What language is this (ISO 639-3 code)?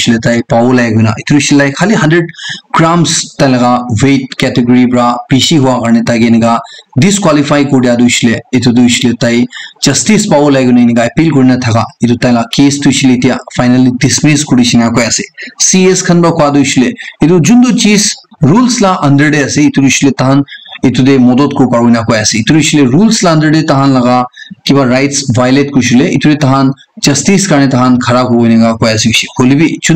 nag